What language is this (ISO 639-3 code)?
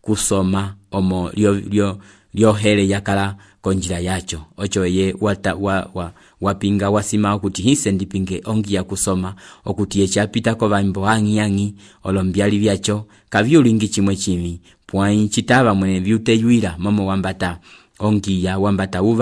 umb